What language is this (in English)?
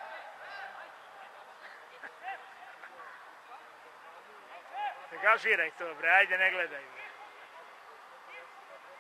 Serbian